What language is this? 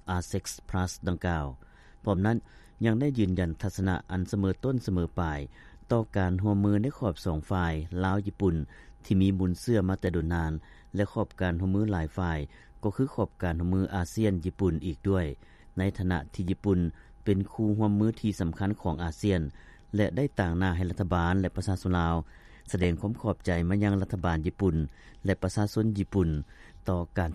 Lao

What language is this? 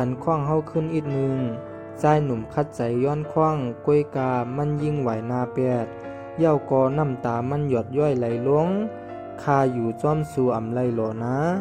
Shan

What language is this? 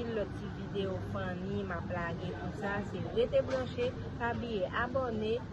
Haitian Creole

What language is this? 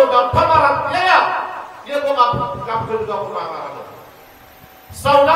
Maranao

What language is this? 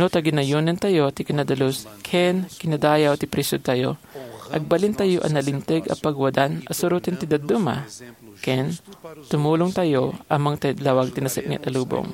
Iloko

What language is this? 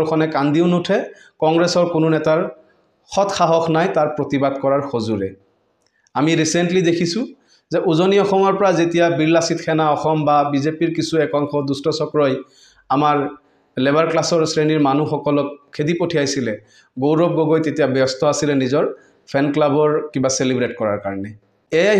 Assamese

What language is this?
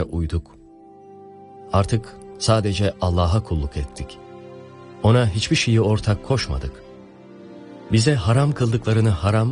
Turkish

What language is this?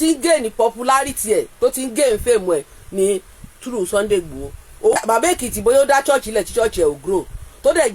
Yoruba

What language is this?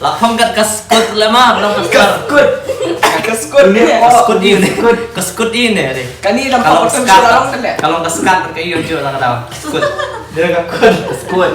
Khasi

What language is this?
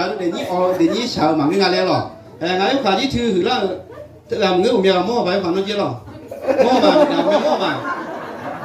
Akha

